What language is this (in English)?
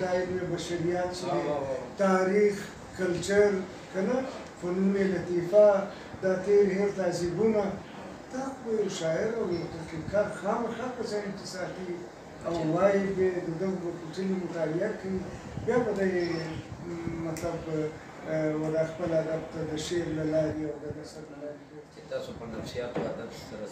Pashto